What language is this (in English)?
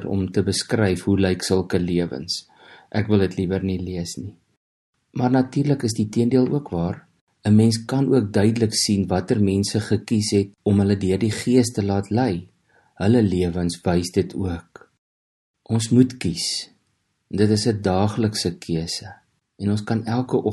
Afrikaans